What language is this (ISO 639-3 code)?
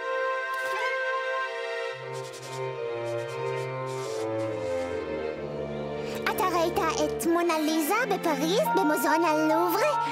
heb